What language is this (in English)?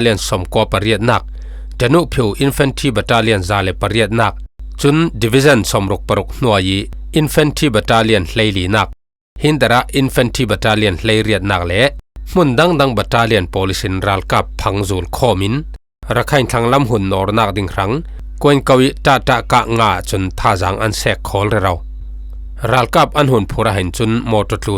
Falam Chin